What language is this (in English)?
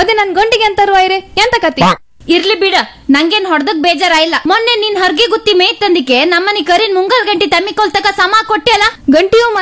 Kannada